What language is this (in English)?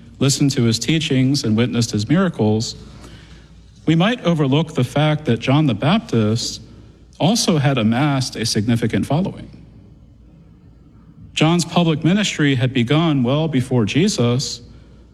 English